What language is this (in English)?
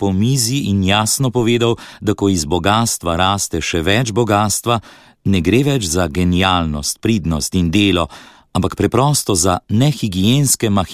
Slovenian